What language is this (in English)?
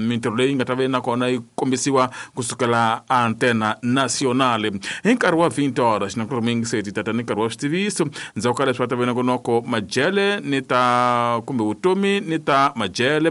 Tsonga